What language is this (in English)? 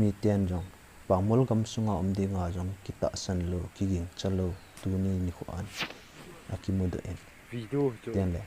Thado Chin